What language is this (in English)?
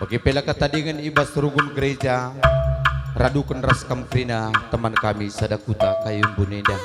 Batak Karo